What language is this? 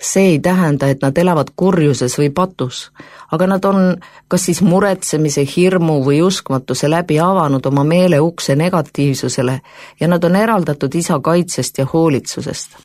Estonian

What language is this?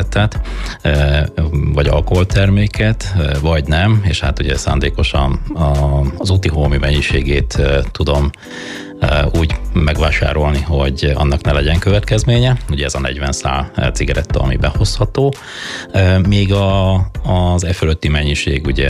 Hungarian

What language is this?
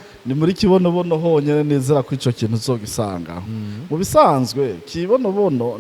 Rundi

